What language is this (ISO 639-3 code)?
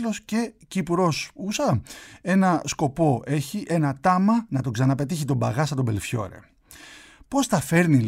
ell